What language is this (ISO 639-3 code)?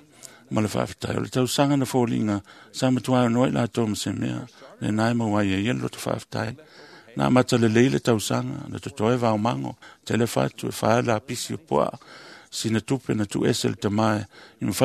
smo